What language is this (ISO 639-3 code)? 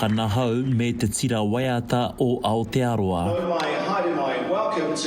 mri